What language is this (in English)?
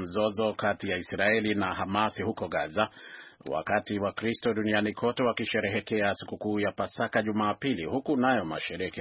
Swahili